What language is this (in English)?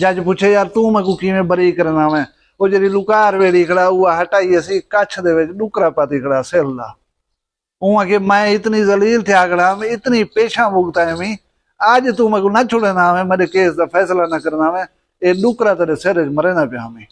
Saraiki